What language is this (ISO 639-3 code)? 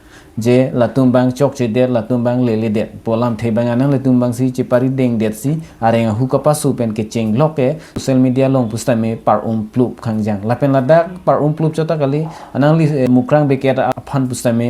mjw